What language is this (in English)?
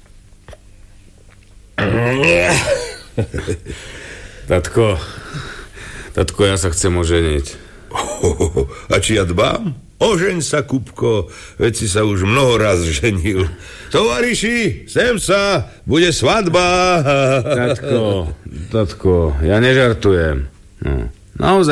Slovak